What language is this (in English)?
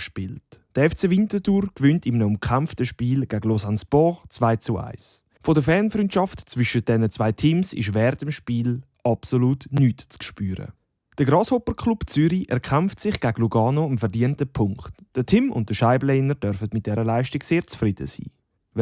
Swiss German